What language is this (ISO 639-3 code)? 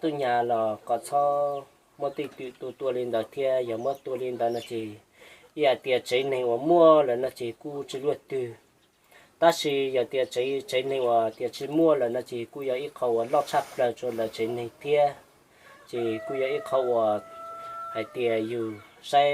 hmn